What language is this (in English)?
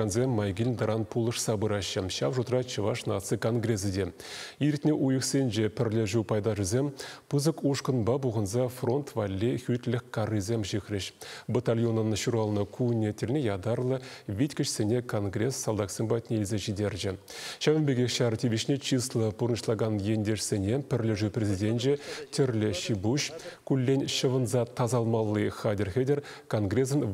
Chuvash